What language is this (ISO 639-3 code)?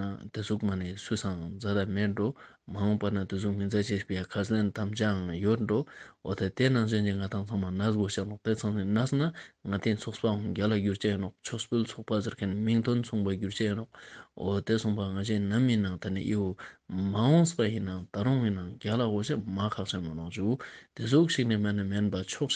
lbj